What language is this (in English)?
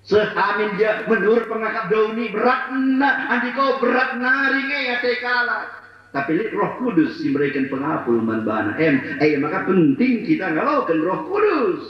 Batak Karo